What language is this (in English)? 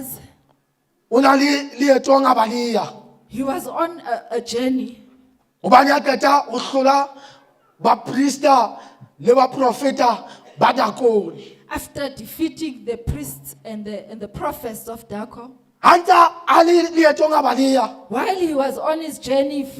Southern Sotho